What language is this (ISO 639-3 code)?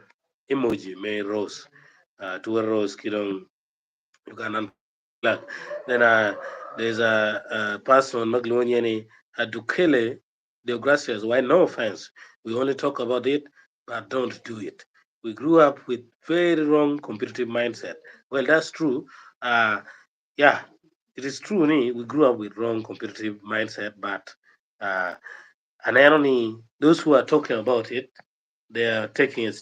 ach